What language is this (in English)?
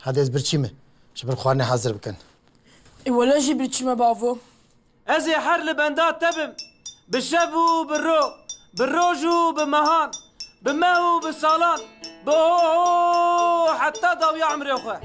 Kurdish